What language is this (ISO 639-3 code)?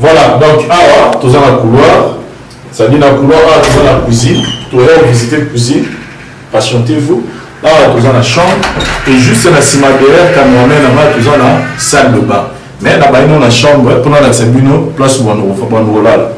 lin